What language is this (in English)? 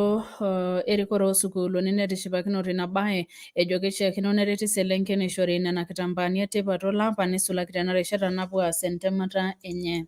Masai